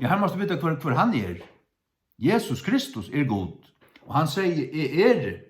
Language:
Faroese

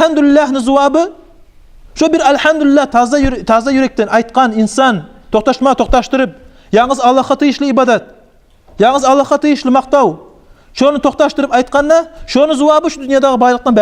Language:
Kumyk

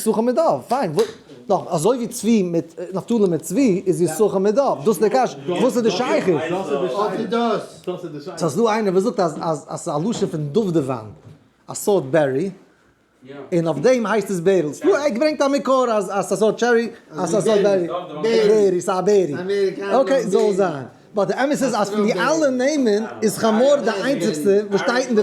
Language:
Yiddish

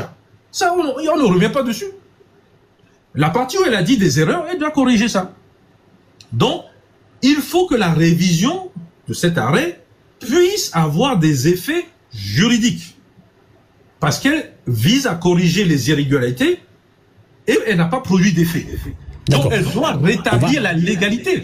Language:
French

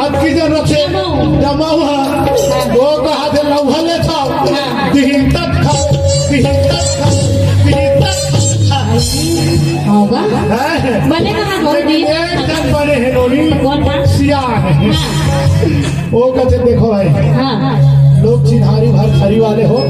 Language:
Chhattisgarhi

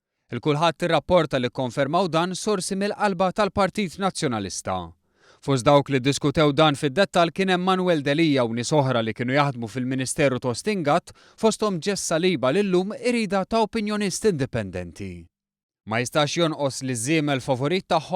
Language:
Maltese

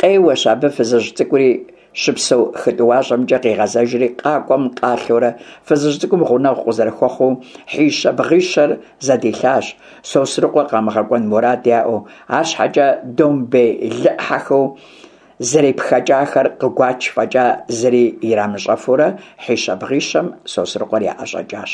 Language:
Kabardian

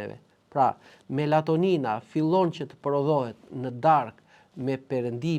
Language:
Albanian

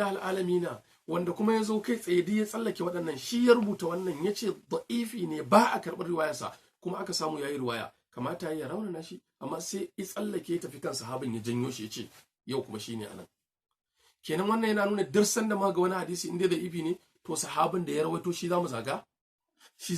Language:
Hausa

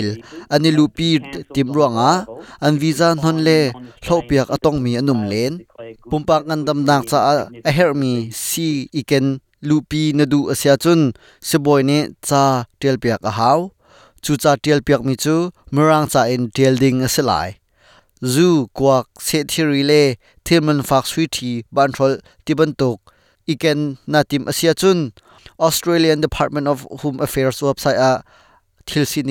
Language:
Hakha Chin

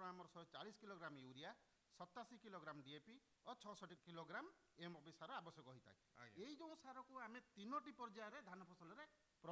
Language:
Odia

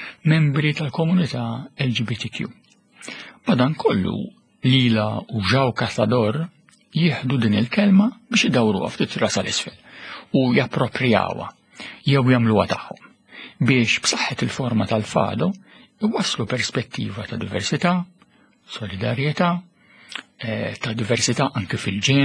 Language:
Maltese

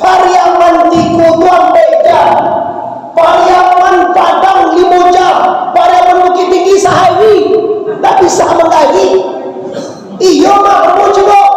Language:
Minangkabau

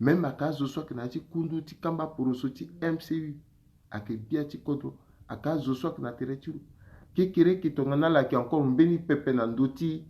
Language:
Sango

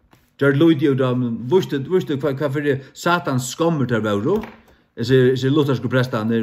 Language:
Faroese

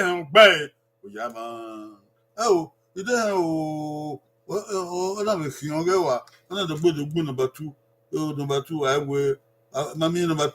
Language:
Bini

